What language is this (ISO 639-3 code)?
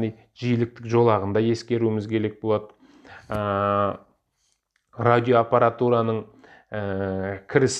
kaz